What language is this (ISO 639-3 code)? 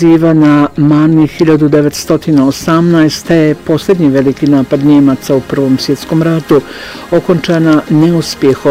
bos